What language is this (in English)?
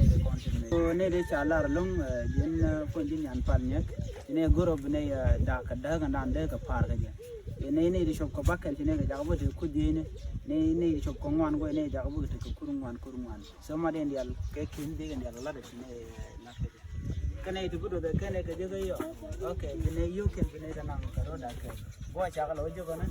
Nuer